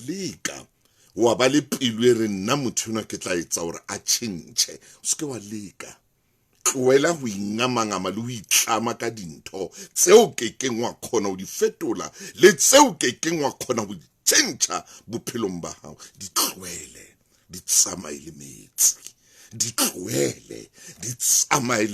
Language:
Southern Sotho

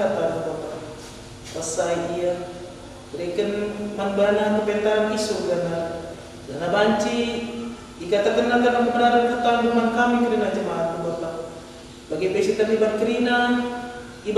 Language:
Batak Karo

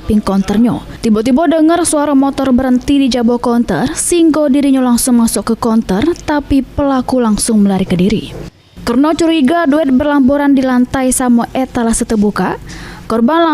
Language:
Musi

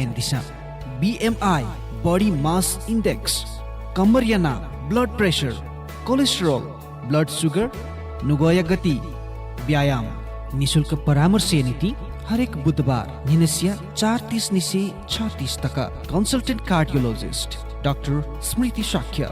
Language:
Newari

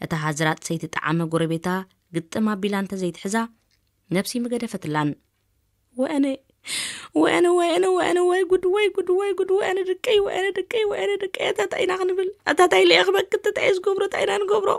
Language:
Tigrinya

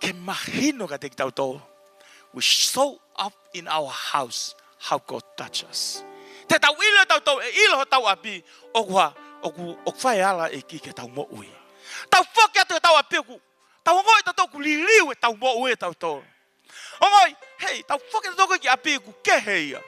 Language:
Tongan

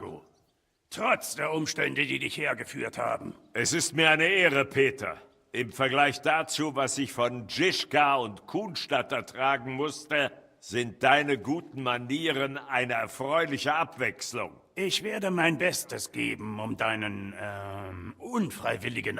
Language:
Bavarian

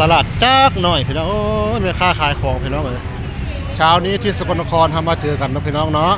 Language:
Northeastern Thai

